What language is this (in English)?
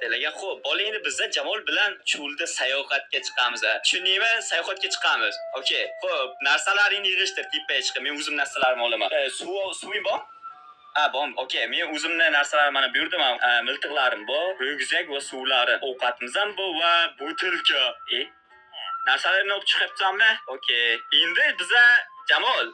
Uzbek